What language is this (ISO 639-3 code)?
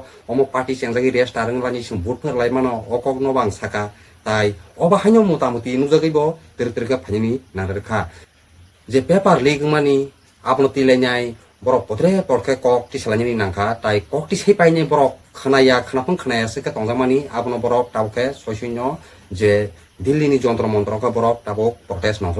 trp